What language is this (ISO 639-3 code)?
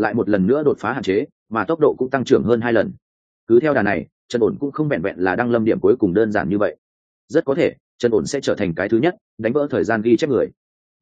vie